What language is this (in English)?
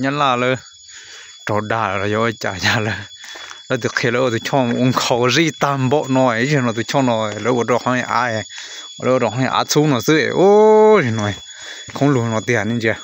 Hmong